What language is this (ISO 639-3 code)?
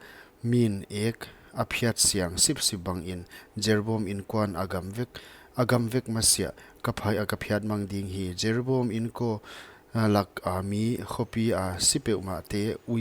pck